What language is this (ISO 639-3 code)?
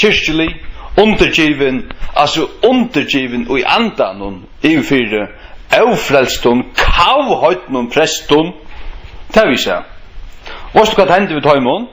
fao